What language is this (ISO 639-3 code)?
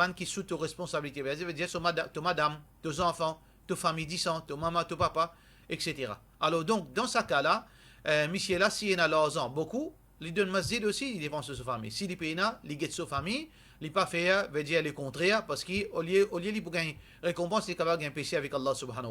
mfe